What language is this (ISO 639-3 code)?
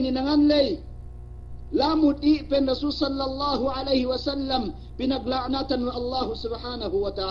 yka